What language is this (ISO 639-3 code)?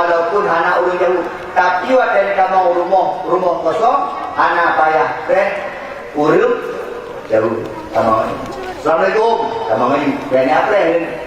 ace